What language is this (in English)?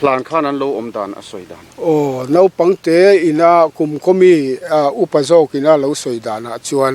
Mizo